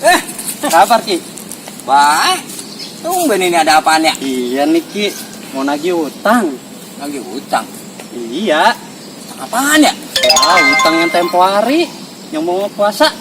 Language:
Betawi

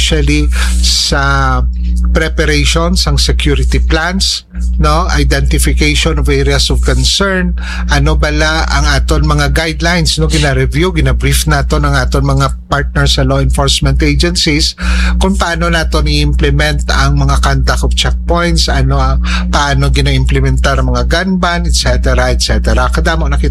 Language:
Hiligaynon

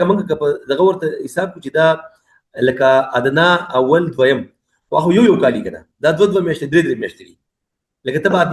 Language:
Pashto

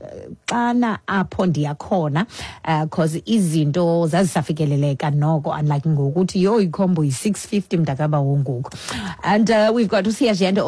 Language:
Xhosa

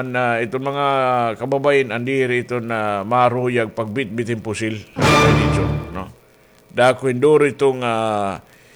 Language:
Waray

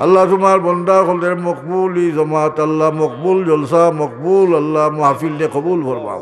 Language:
Sylheti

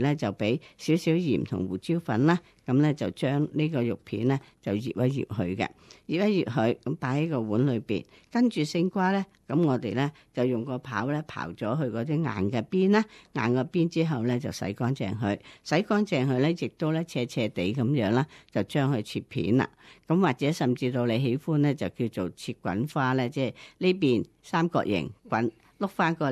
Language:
Cantonese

